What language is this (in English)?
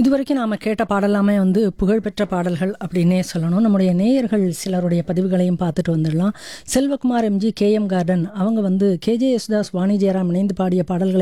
Tamil